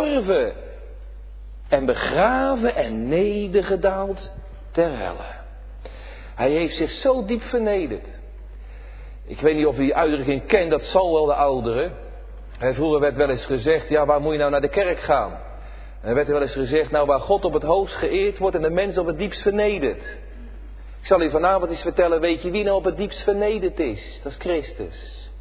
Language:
Dutch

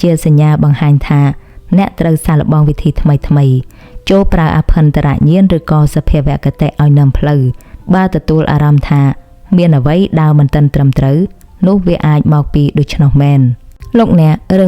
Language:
Khmer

